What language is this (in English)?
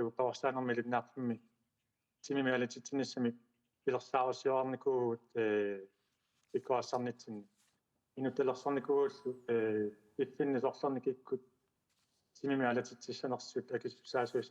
Kalaallisut